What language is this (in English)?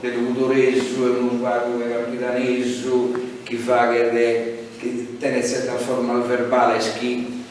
Sardinian